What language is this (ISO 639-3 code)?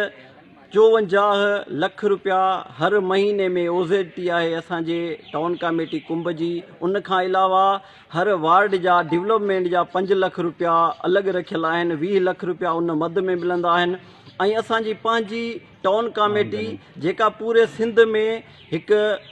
snd